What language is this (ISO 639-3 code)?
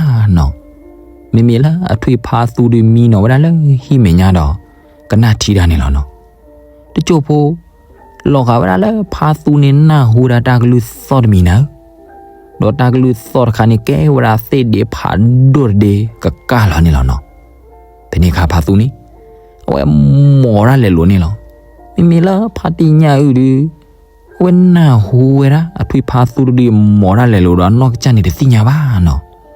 ksw